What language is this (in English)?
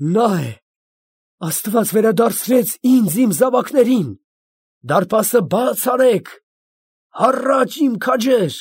Armenian